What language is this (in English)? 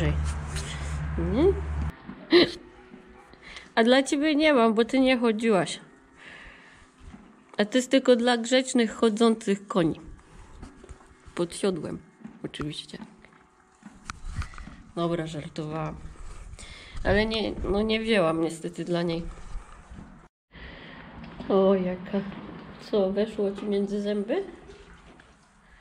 Polish